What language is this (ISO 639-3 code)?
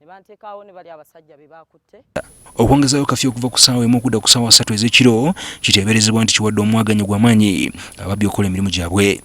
lug